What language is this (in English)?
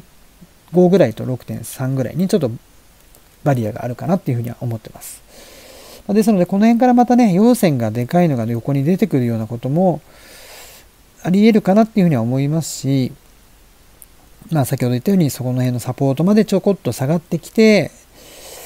Japanese